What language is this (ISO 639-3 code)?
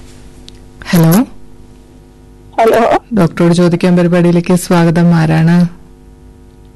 mal